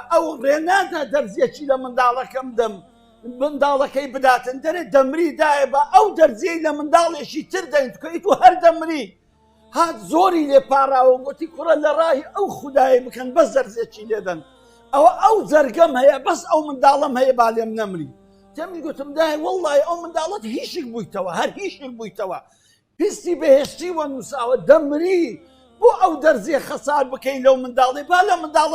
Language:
Central Kurdish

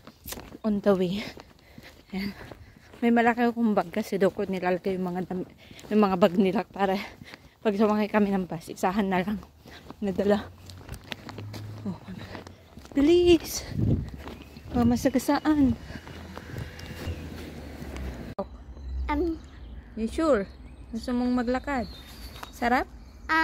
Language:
Filipino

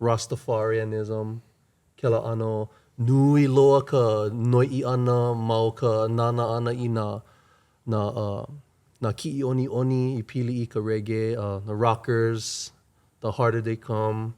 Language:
Hawaiian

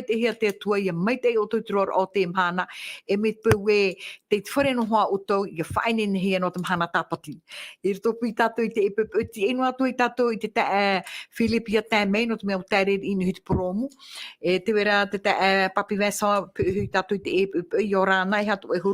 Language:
Tahitian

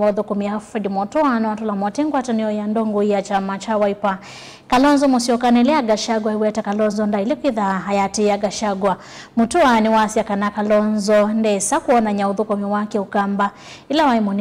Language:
Kamba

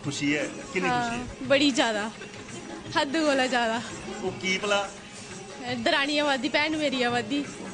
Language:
Dogri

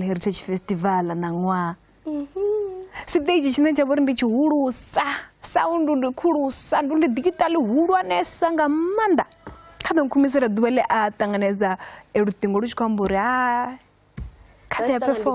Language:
Venda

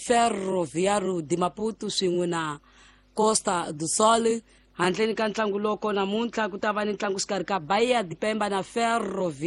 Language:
Tsonga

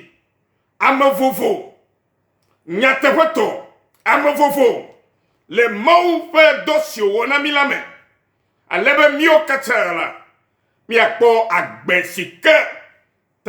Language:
Ewe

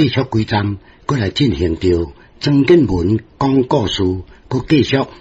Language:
Min Nan Chinese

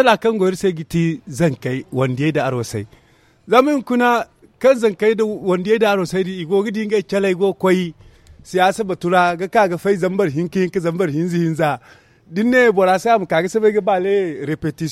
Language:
Zarma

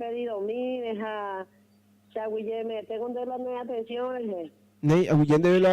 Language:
Guarani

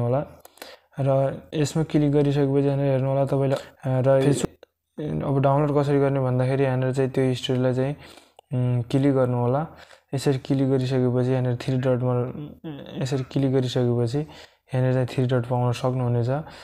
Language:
Nepali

